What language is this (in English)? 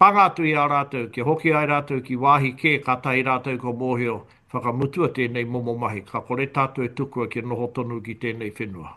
Māori